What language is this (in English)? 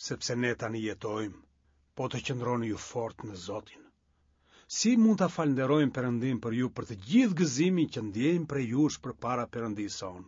Albanian